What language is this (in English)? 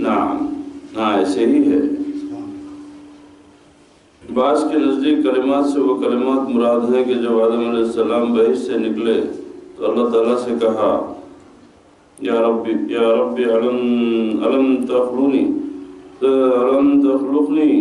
Urdu